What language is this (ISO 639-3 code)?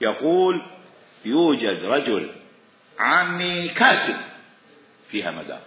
acm